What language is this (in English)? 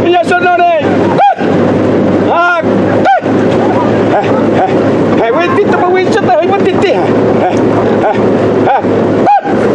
Xavánte